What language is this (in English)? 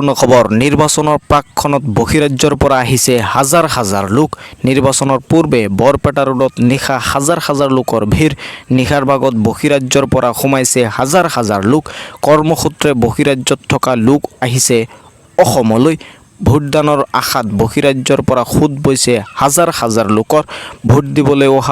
Assamese